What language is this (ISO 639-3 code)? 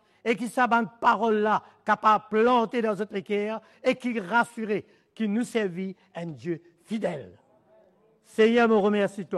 mfe